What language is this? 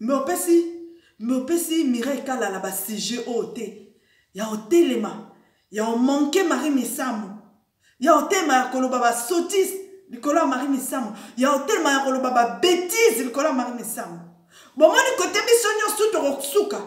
Lingala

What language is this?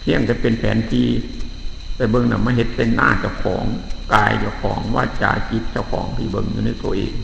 Northeastern Thai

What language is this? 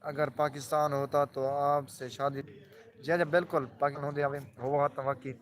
Saraiki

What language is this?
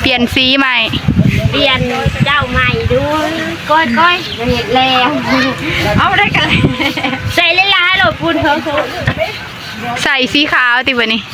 Northeastern Thai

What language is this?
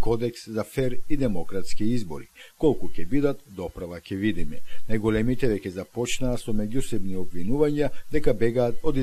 Macedonian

